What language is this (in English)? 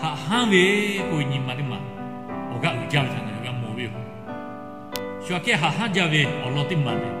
Lahu